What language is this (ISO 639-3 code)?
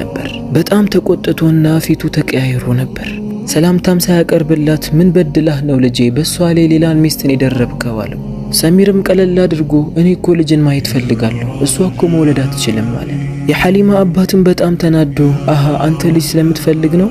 amh